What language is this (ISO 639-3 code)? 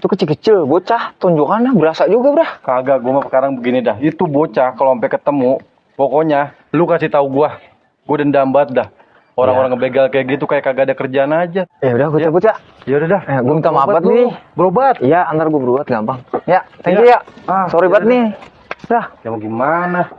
bew